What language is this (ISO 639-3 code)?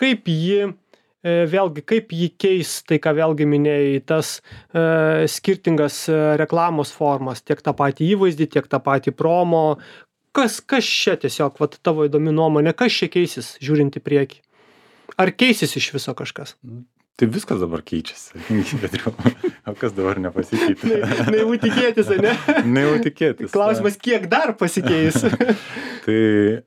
lit